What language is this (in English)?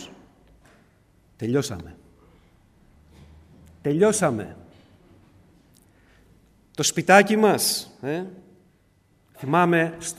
Greek